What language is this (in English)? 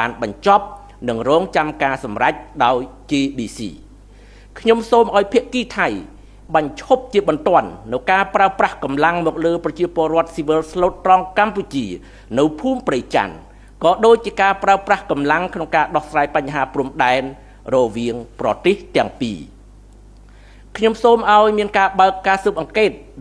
Khmer